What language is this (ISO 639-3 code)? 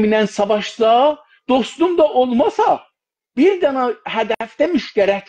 azb